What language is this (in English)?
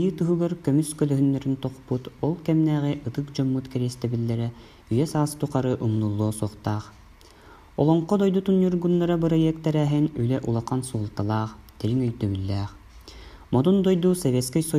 Yakut